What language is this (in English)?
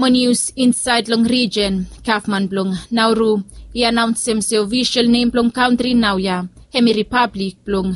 Bislama